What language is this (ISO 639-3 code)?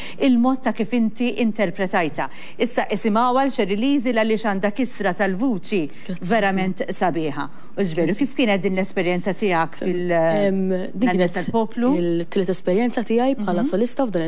mlt